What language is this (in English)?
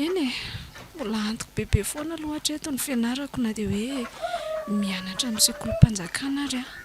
Malagasy